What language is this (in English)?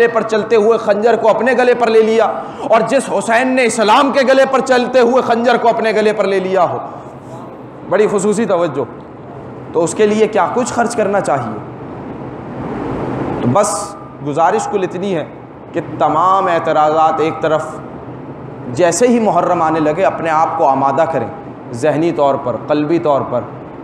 Urdu